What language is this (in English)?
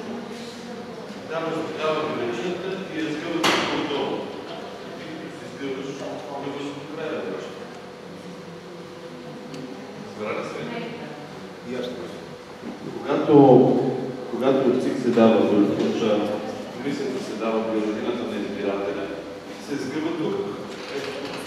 Bulgarian